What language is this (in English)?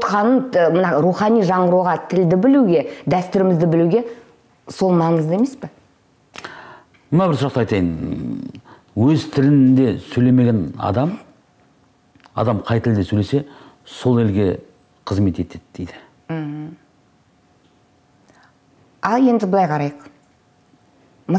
Kazakh